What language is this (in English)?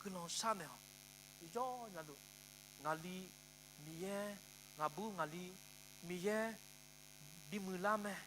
Akha